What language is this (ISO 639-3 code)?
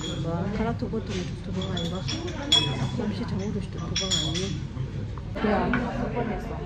bod